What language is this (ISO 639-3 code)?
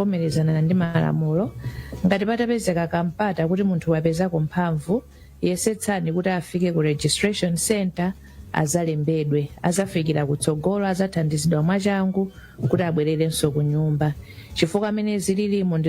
nya